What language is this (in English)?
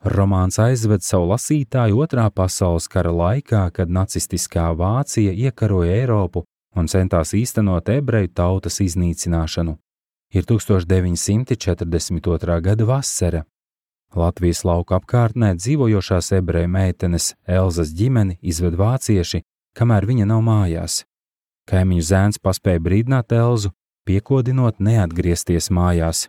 Latvian